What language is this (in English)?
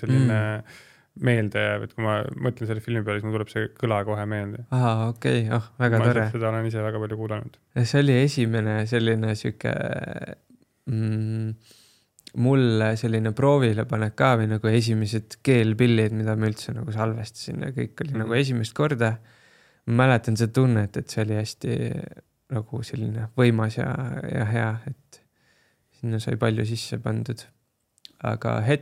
Estonian